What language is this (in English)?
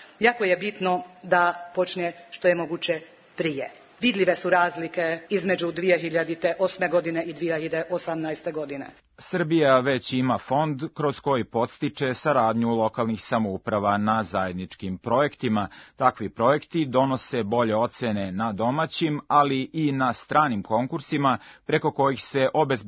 Serbian